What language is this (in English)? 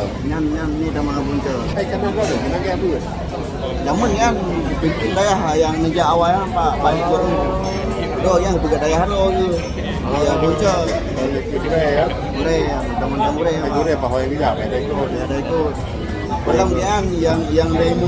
Achinese